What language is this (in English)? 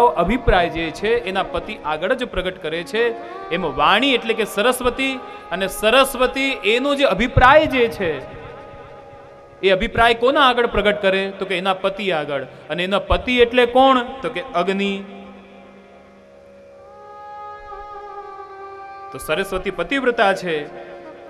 Gujarati